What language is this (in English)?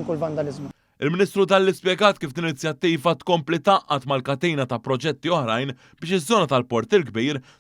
Maltese